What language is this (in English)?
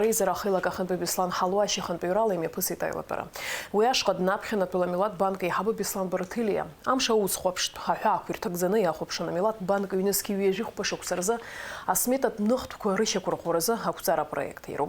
Abkhazian